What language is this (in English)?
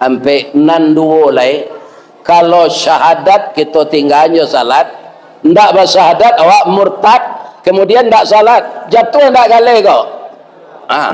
Minangkabau